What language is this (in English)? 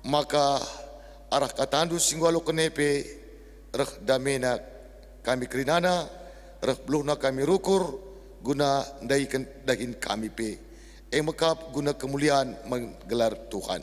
Batak Karo